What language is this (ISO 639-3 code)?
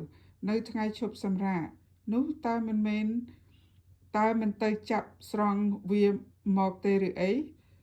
khm